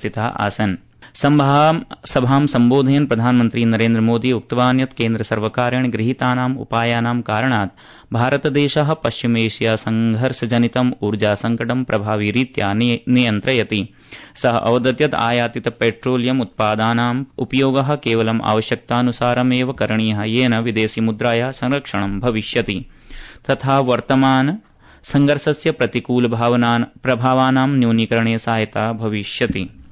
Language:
Sanskrit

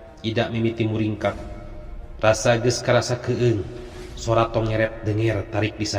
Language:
Sundanese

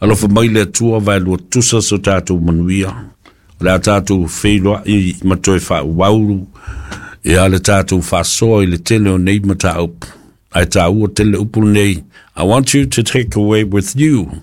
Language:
Samoan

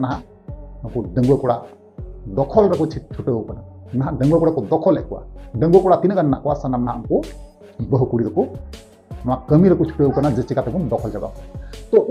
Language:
Santali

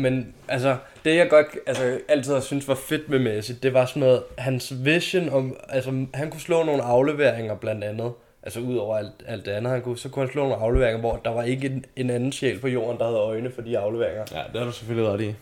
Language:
Danish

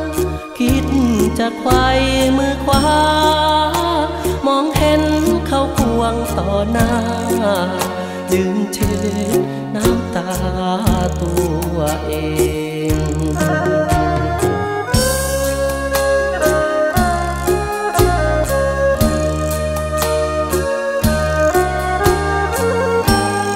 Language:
Thai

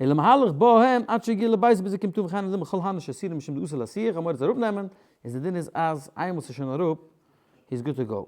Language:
Yiddish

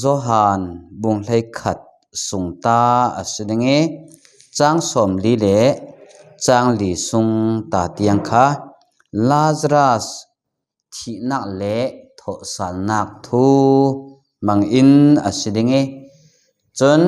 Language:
Falam Chin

